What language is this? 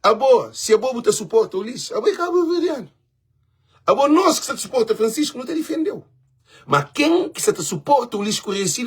Kabuverdianu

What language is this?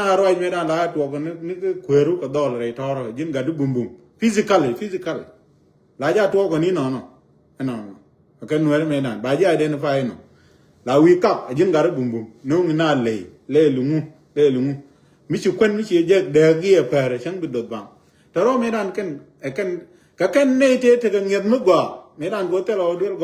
Nuer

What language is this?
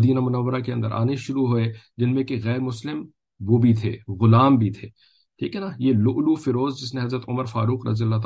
Urdu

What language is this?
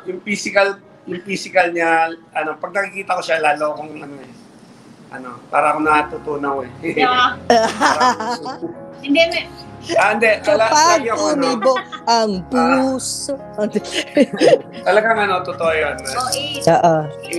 Filipino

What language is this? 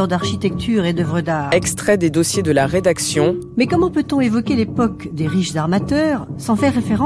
French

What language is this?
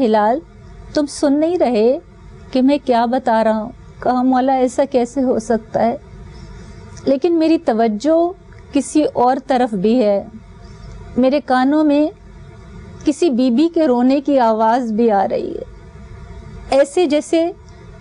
Urdu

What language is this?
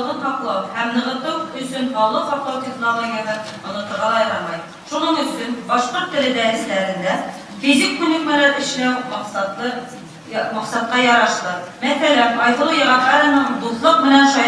Bashkir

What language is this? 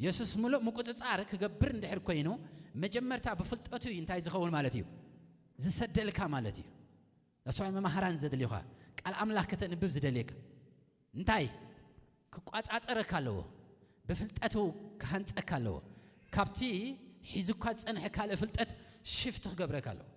Tigrinya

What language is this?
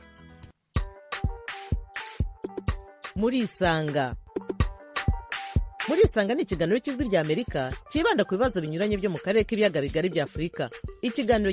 Kinyarwanda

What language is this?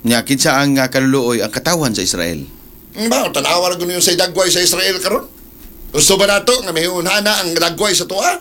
Cebuano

